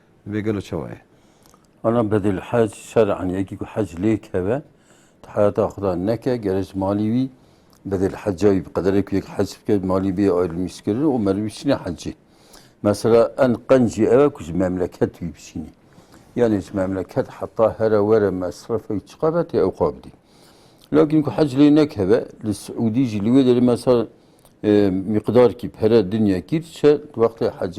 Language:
Kurdish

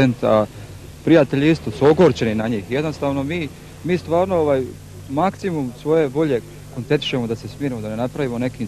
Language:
Croatian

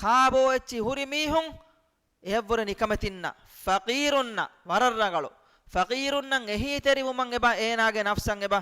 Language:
Divehi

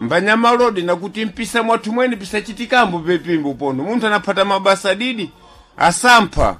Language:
Sena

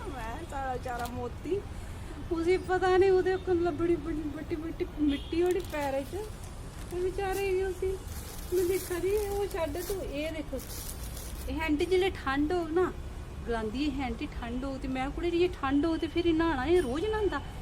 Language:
Dogri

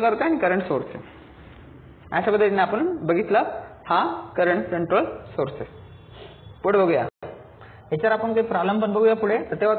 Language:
Marathi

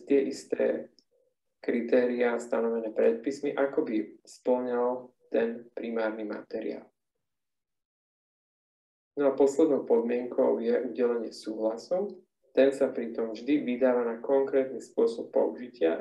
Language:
Slovak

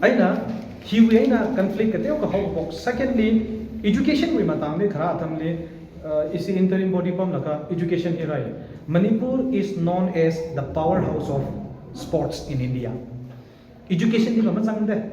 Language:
Tangkhul Naga (India)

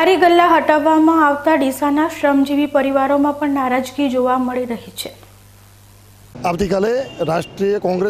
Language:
Gujarati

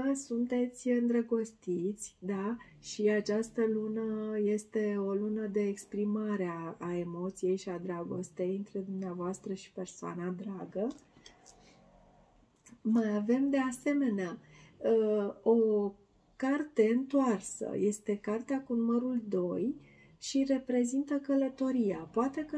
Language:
Romanian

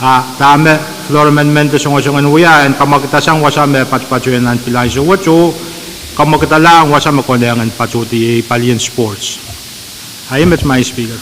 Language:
Pohnpeian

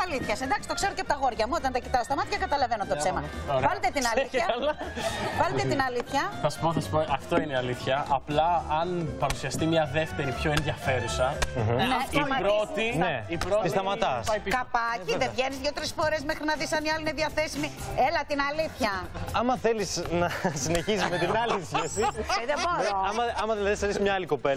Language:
Greek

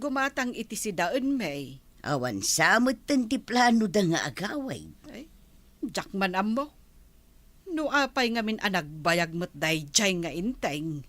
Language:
Iloko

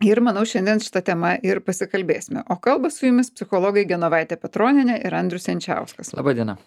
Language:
Lithuanian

